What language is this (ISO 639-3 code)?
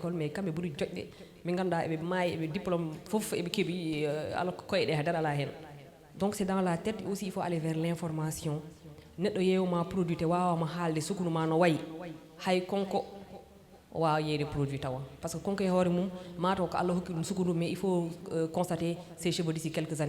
ful